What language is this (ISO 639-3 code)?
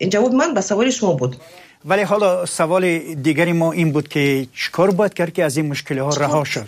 tgk